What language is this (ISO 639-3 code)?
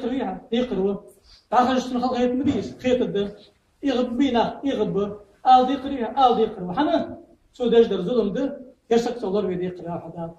inh